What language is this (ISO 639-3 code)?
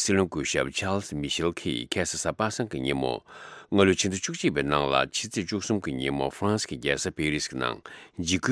bod